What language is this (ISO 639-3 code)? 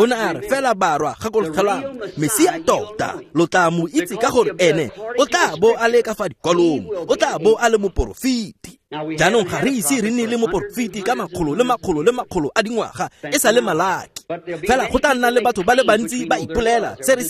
tsn